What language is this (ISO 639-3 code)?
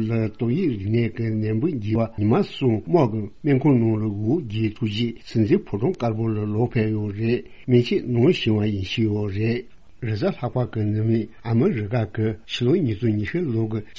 bod